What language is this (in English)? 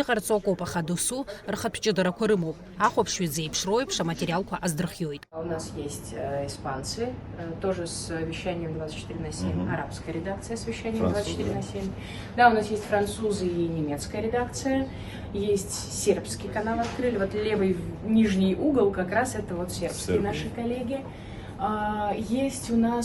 Abkhazian